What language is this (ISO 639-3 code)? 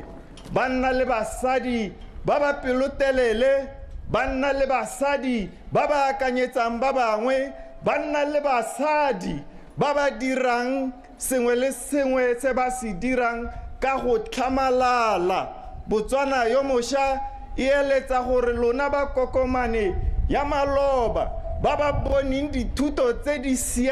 tsn